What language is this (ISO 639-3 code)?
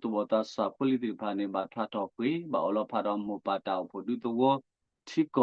ksw